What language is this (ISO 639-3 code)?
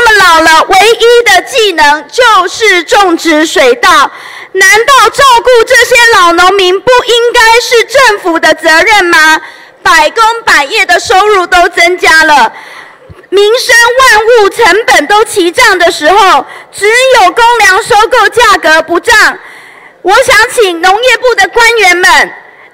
zho